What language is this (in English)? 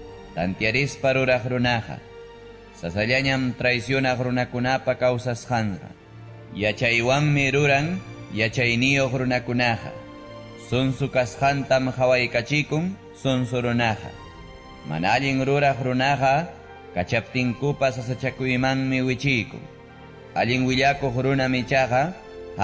Ayacucho Quechua